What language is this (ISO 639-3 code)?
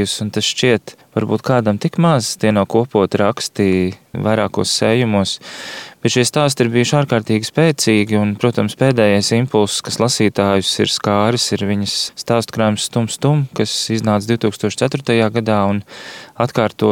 lav